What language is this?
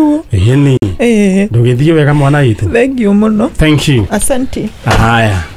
Kikuyu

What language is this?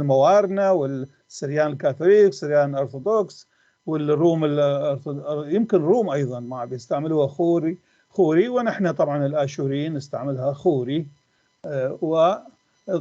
North Levantine Arabic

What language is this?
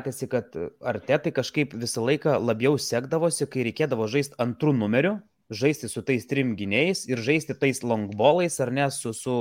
Lithuanian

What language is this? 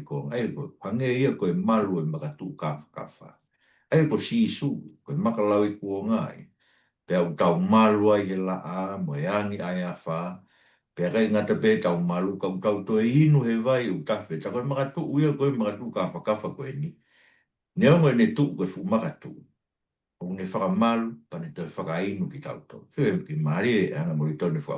Tongan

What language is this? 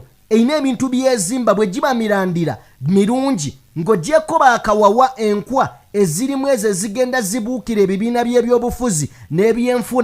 Ganda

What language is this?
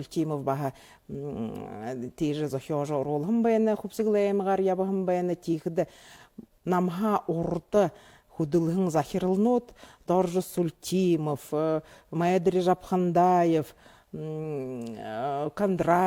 Buriat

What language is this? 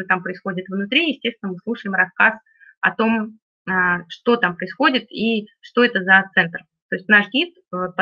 Russian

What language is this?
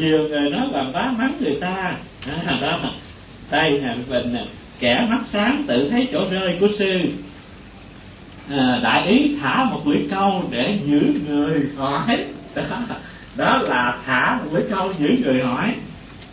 Vietnamese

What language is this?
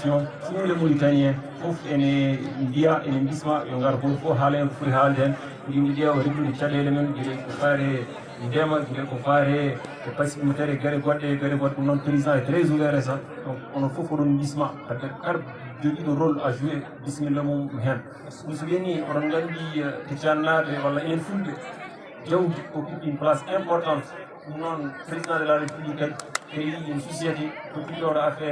Fula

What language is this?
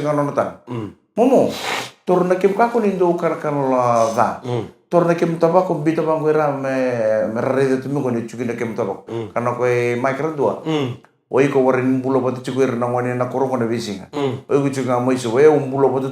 Fijian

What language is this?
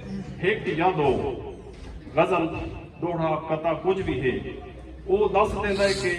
Saraiki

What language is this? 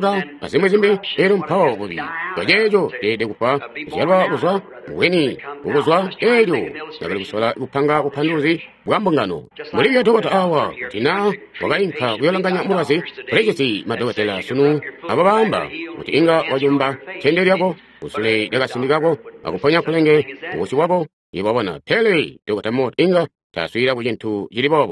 Tonga (Zambia)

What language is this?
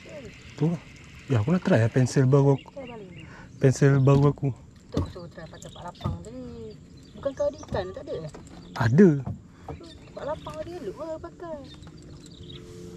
Malay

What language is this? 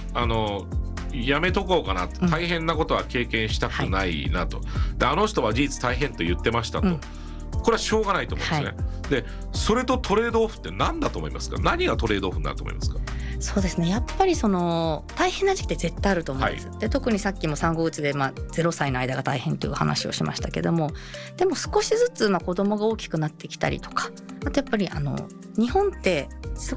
Japanese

